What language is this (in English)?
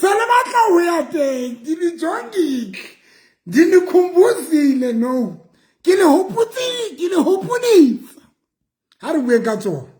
Southern Sotho